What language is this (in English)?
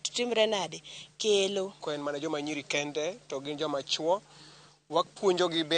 Luo (Kenya and Tanzania)